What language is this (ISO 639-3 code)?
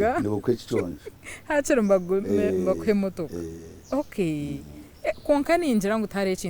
nyn